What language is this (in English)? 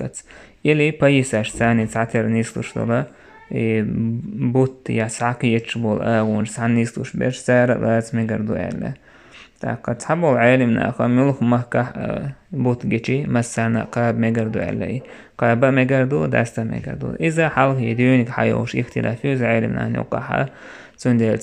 Chechen